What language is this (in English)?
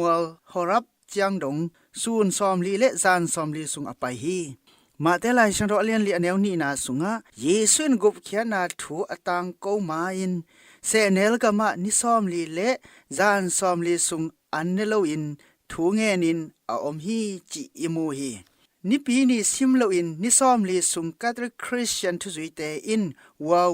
Tedim Chin